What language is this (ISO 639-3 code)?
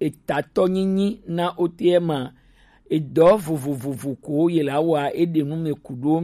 gej